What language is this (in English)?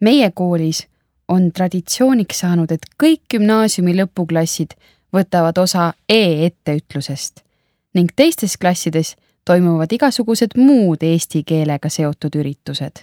Estonian